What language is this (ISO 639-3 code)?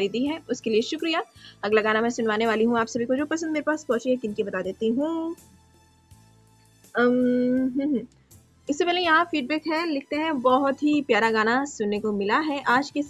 hin